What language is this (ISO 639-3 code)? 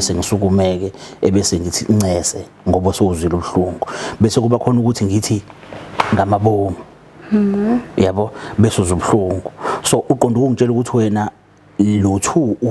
zul